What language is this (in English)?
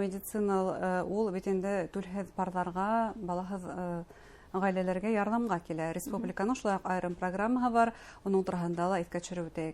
Bashkir